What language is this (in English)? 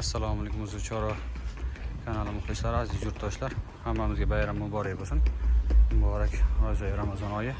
Uzbek